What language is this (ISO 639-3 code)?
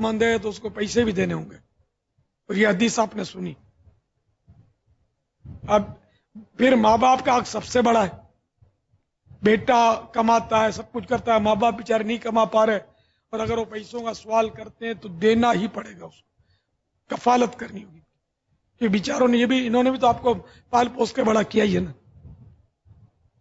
urd